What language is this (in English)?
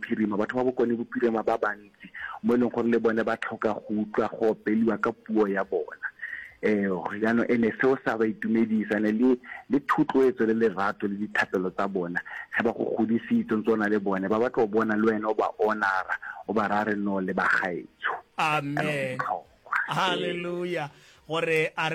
Northern Sotho